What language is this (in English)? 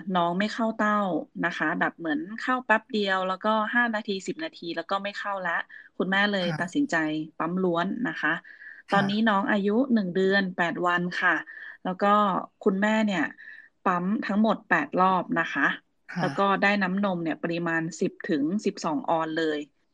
Thai